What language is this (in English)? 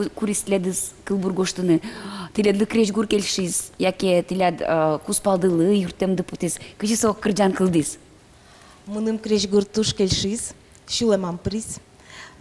Udmurt